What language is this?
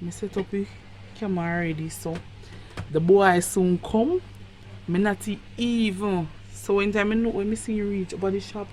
Jamaican Creole English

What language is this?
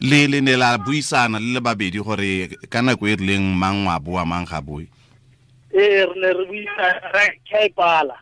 Tswana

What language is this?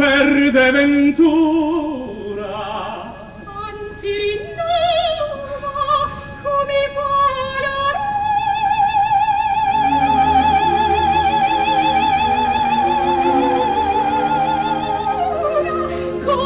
Italian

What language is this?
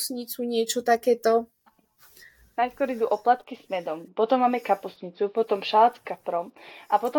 Slovak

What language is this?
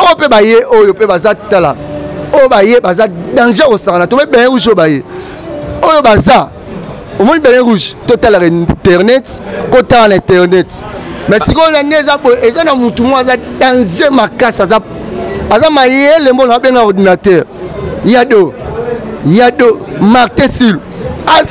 Lingala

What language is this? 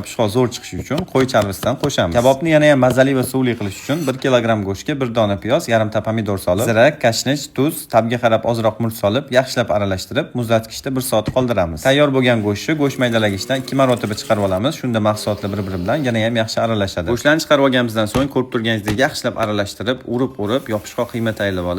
Uzbek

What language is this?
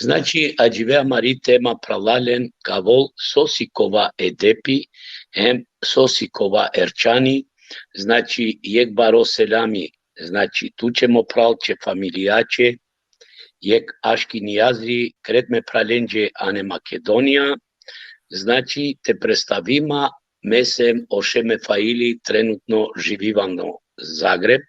Balkan Romani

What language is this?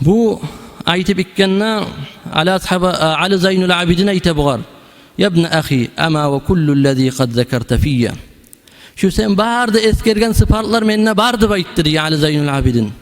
Kumyk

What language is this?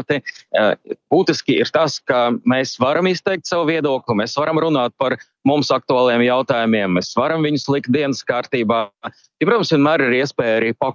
Latvian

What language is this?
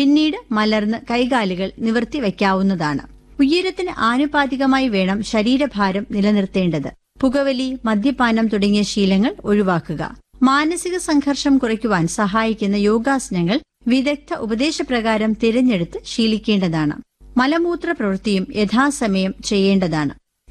Malayalam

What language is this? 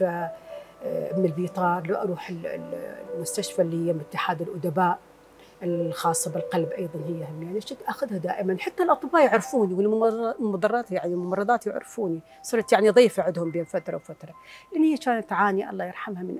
Mesopotamian Arabic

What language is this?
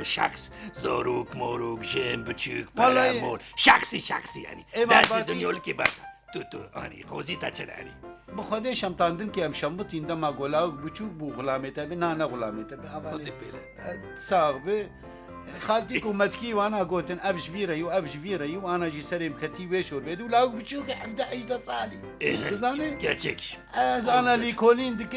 Kurdish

